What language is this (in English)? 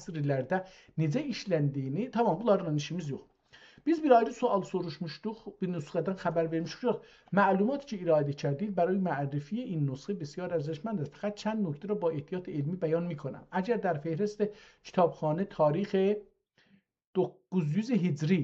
South Azerbaijani